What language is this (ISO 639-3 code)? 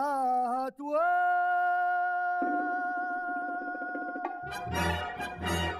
fra